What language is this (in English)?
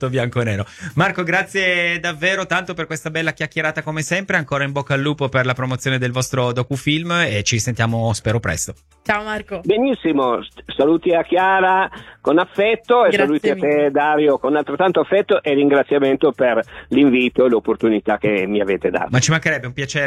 Italian